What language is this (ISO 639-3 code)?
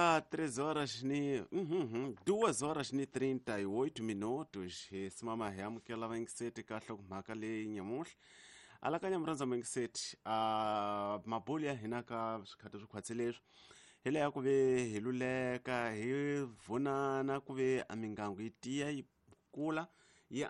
tso